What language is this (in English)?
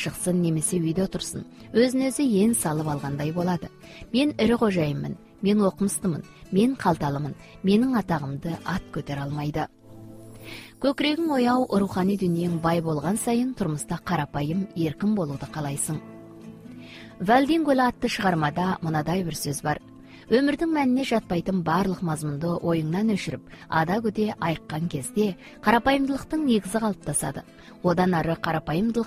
Kazakh